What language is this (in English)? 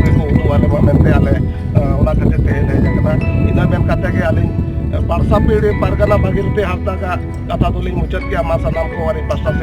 Santali